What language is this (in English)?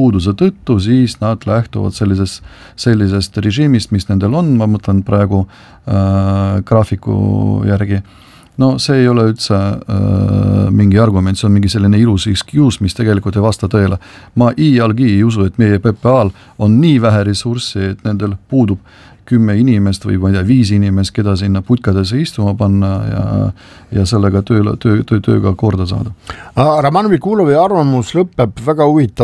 Estonian